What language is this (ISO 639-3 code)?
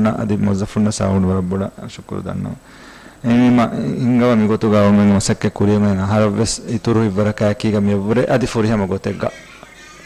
div